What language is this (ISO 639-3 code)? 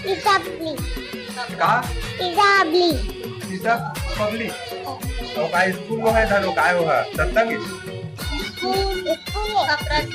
hne